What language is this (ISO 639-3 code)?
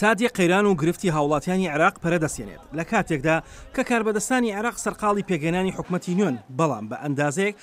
ckb